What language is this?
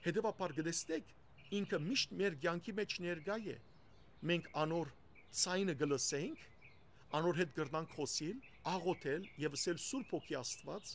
Western Armenian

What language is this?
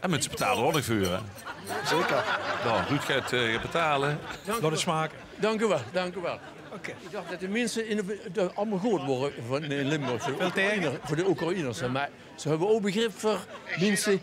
Limburgish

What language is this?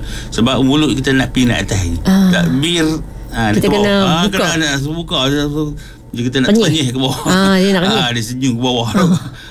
Malay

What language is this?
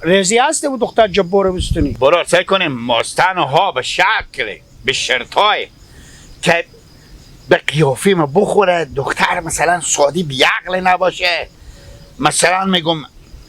Hazaragi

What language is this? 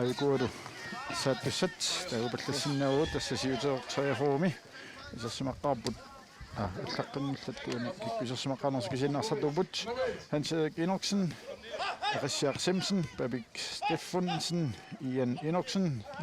Kalaallisut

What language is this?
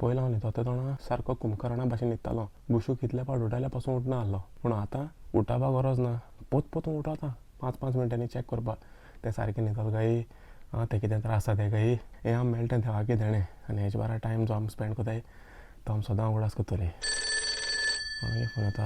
Konkani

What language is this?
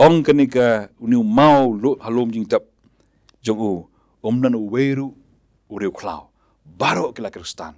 Khasi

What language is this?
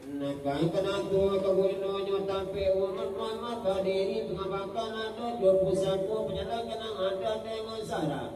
Minangkabau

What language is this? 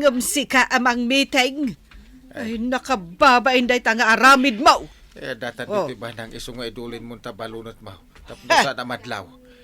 Iloko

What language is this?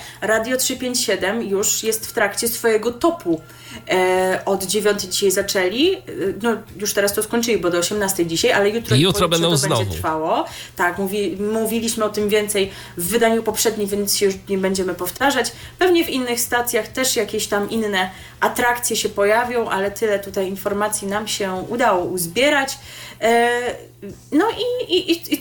Polish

